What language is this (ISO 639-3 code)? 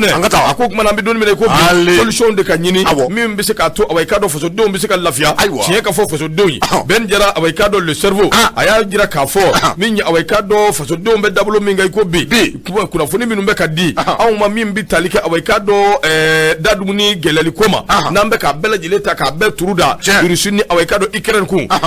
bam